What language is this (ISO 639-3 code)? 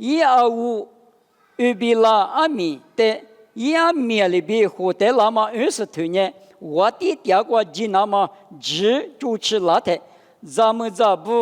lis